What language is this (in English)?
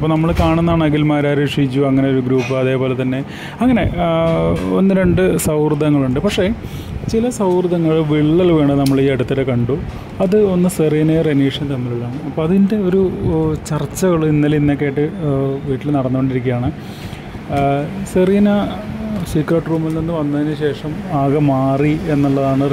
Malayalam